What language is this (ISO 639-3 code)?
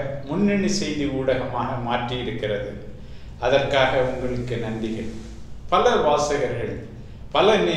tam